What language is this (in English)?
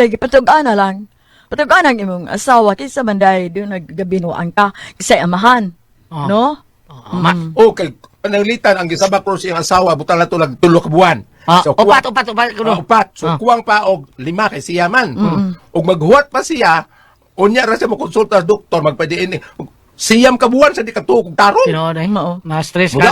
Cebuano